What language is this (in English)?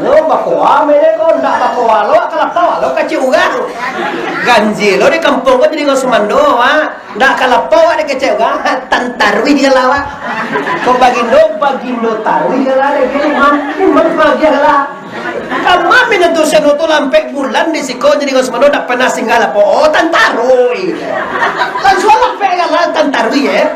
Minangkabau